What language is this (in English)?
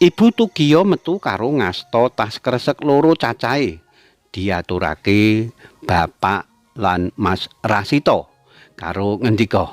Javanese